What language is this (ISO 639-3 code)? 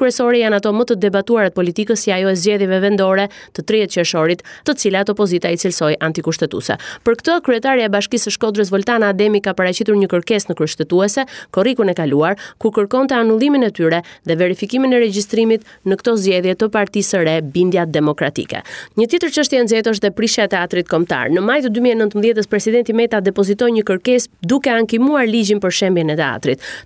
sqi